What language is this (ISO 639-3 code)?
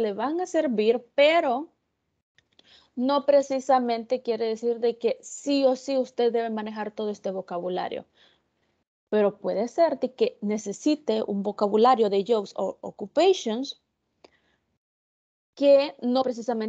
spa